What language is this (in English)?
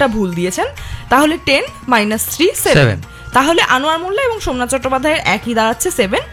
Bangla